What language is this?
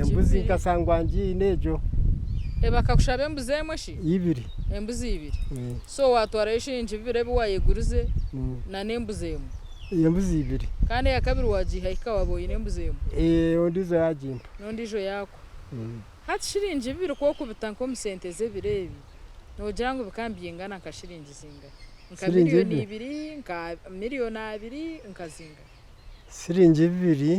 Nyankole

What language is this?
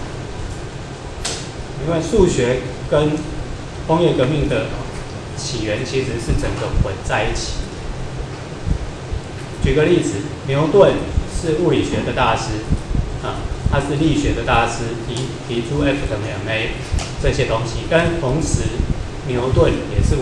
Chinese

